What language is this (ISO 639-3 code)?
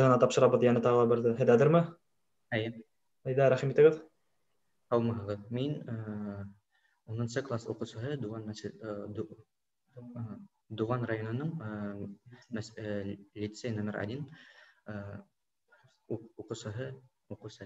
bak